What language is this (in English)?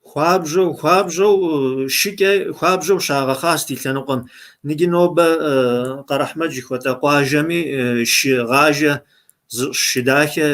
Kabardian